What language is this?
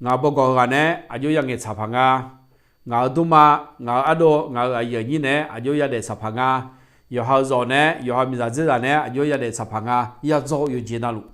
Akha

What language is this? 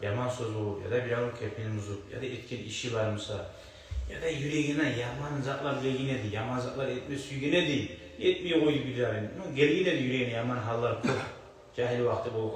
Kumyk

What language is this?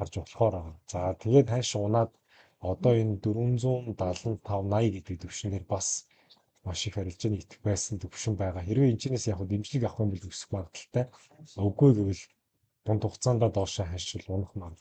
Mongolian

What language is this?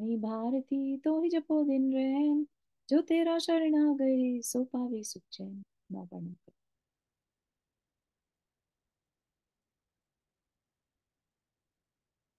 Hindi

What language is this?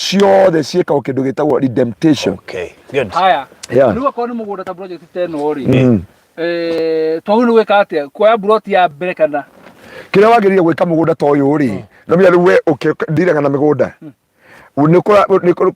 Kikuyu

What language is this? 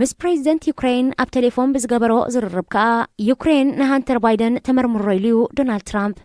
Tigrinya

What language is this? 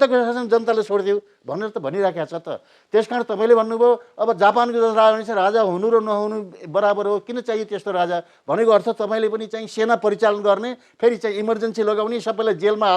Nepali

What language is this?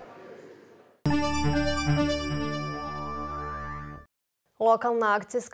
Croatian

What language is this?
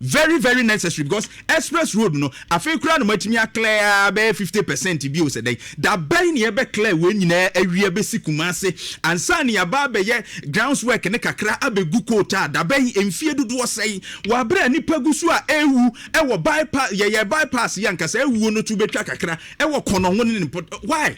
Akan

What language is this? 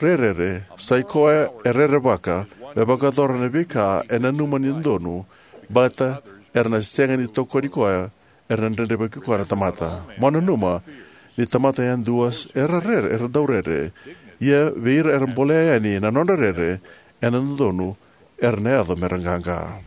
Fijian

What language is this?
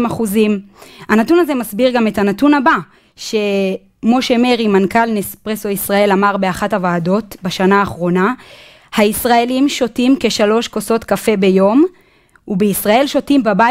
Hebrew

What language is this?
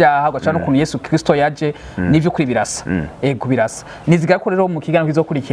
Rundi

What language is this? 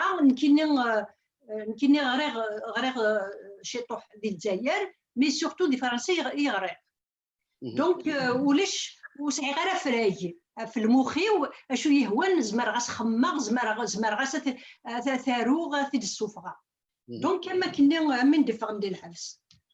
Kabyle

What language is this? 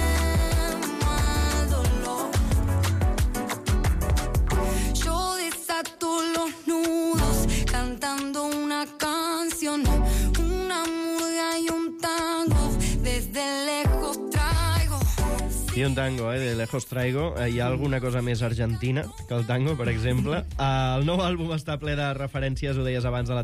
Catalan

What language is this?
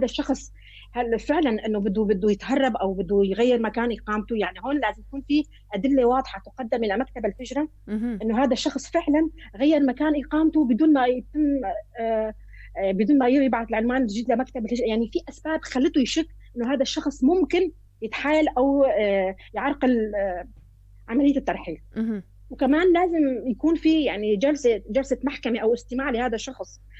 North Levantine Arabic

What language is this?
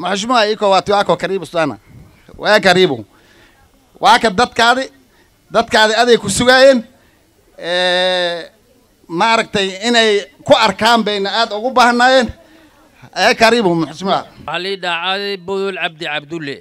Somali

